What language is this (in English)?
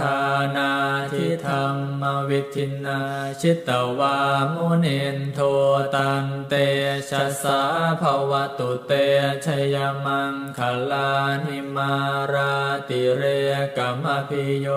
Pali